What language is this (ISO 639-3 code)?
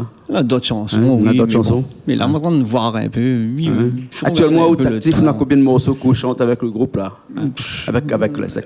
rcf